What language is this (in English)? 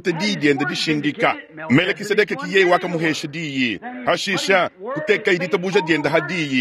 Luba-Lulua